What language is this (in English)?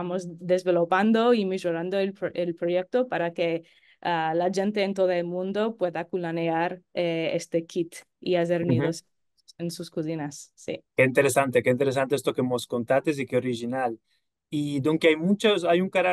Ladino